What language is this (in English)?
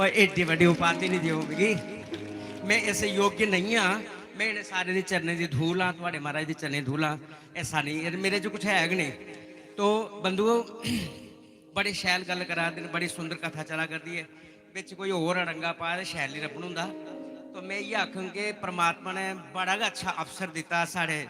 Dogri